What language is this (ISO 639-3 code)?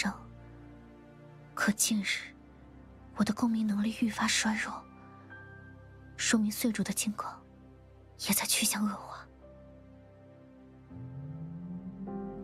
zho